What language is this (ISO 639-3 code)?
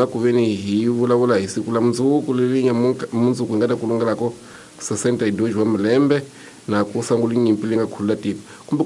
tso